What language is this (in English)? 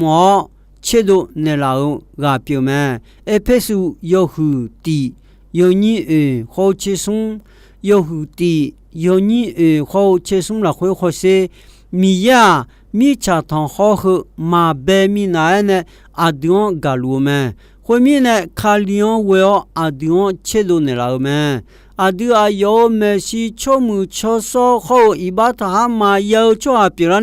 Akha